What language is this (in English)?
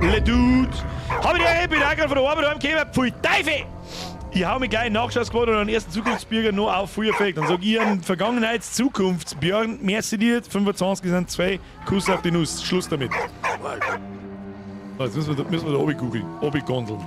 Bavarian